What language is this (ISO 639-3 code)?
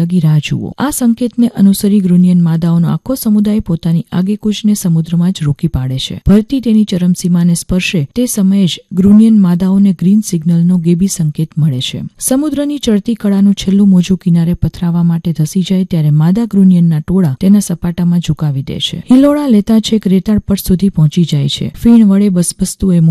guj